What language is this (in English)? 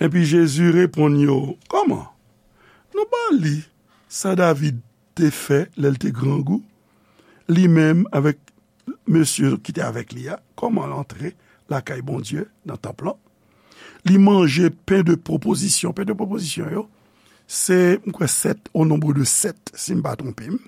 Haitian Creole